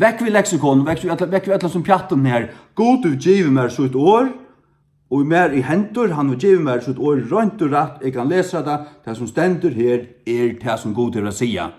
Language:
Faroese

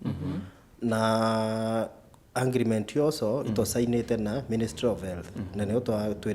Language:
Meru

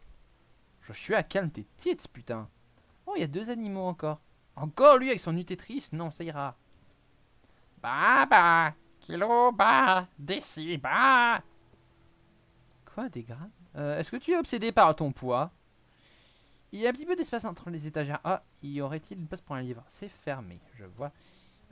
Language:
French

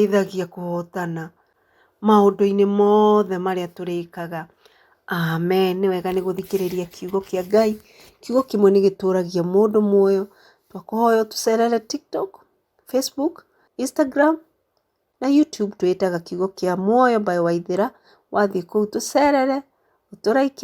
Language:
Kikuyu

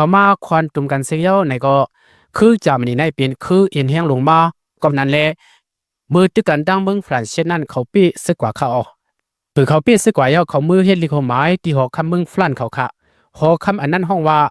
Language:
Lao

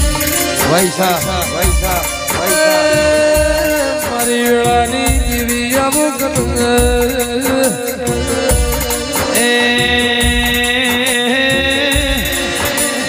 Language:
Gujarati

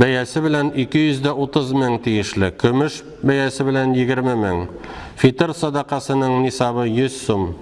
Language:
Tatar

